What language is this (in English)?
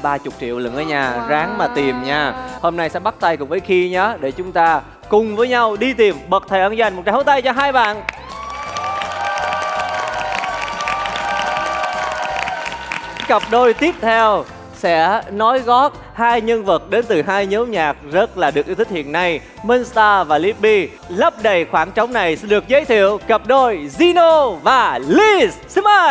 Vietnamese